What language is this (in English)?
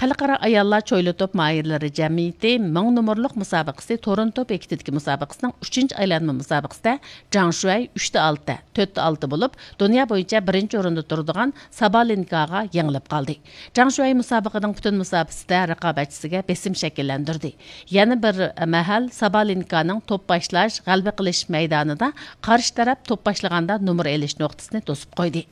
Uyghur